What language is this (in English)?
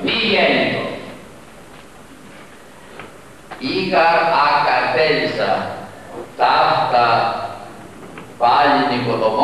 Greek